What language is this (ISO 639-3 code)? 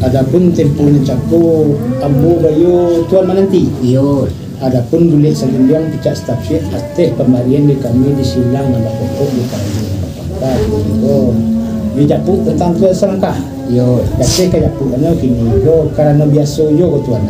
min